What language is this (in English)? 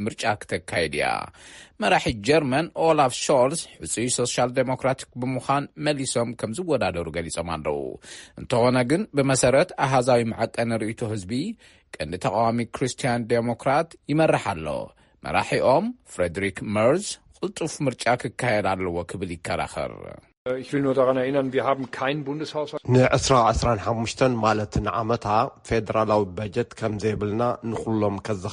Tigrinya